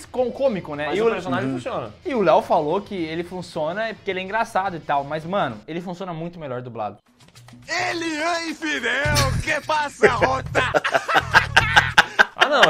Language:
Portuguese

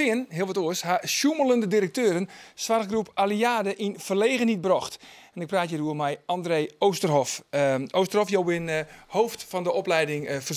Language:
Western Frisian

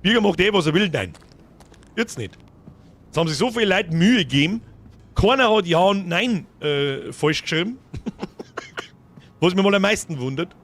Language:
Bavarian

